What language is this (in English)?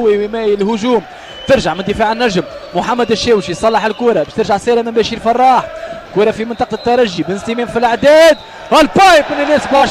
Tunisian Arabic